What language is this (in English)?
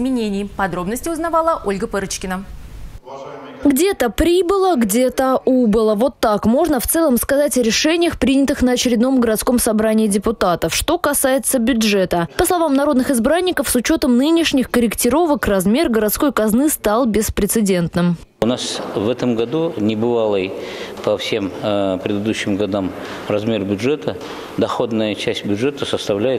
Russian